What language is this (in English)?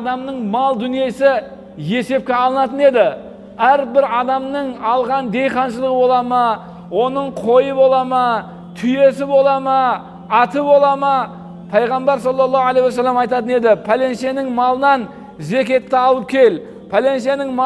Kazakh